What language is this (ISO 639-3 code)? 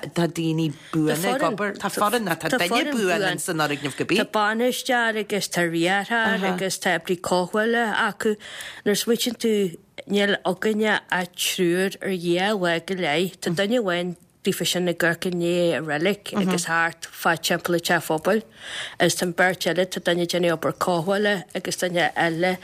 gle